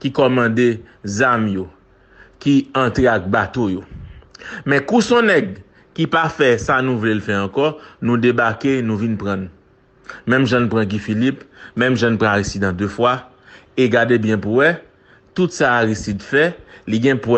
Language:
Haitian Creole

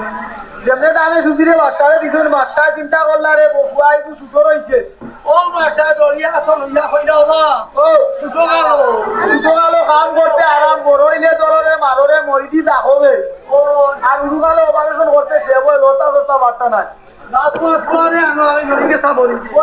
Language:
Sylheti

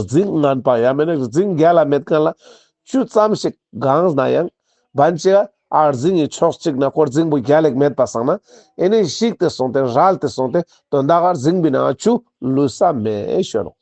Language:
Ladakhi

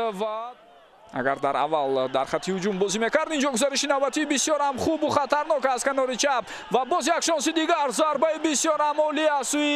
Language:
Tajik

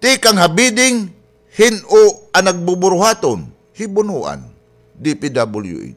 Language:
Waray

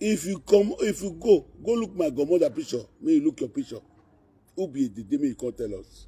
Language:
Nigerian Pidgin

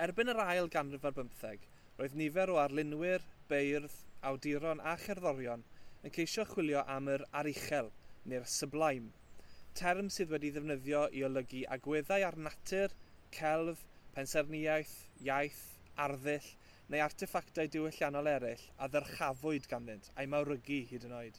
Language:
Welsh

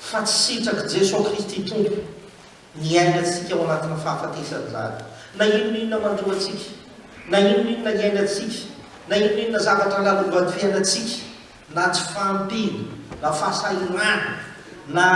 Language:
Malagasy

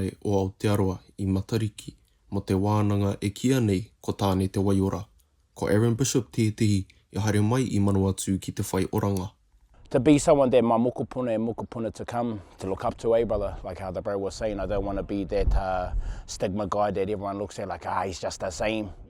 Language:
Māori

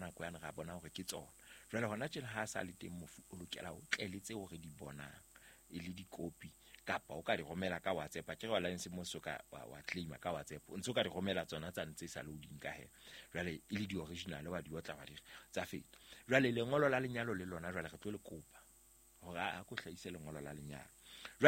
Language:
Southern Sotho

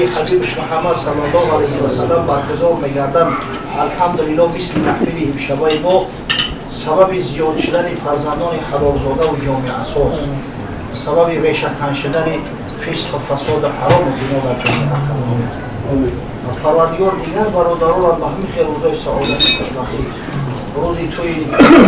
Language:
Tajik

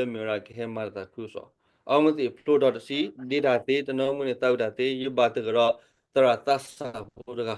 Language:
S'gaw Karen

